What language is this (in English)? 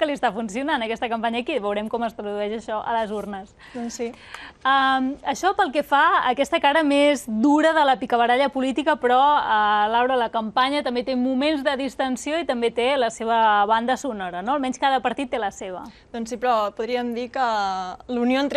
Catalan